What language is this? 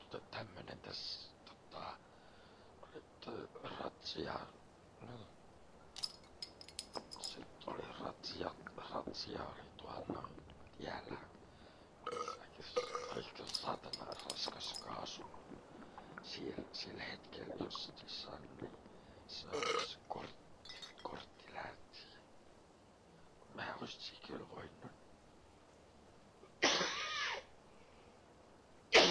Finnish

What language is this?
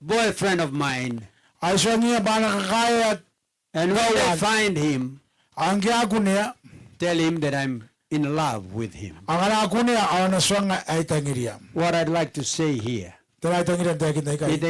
Gilbertese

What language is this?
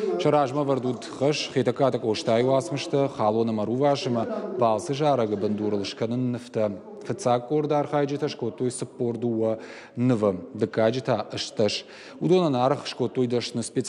Ossetic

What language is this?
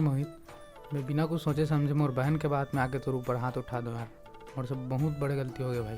Chhattisgarhi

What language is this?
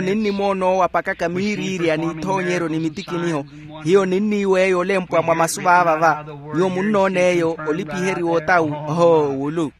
Makhuwa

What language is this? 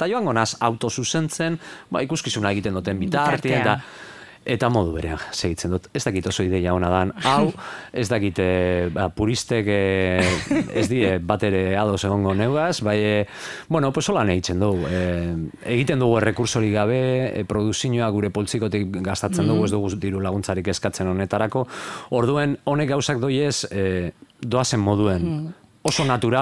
Basque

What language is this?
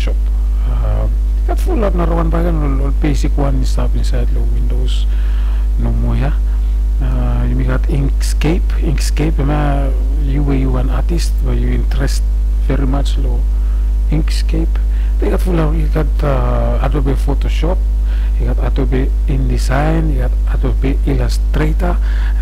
Bislama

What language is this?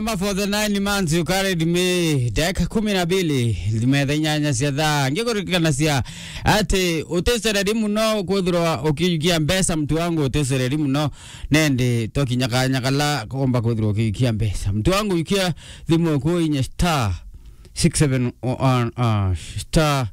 Meru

